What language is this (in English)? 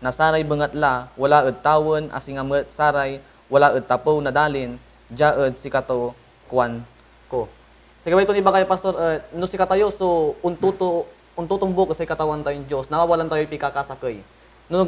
Pangasinan